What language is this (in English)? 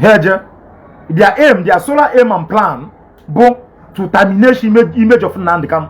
Igbo